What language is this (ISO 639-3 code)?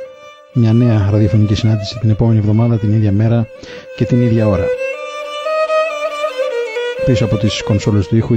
ell